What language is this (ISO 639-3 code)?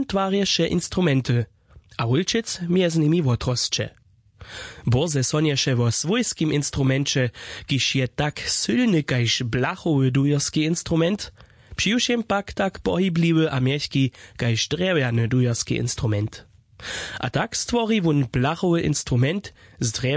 hsb